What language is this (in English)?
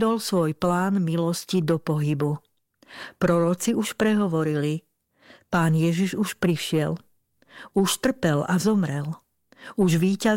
Slovak